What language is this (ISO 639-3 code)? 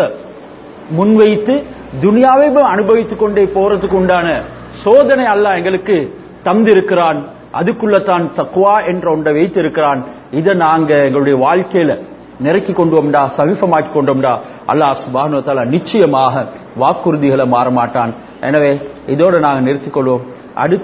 tam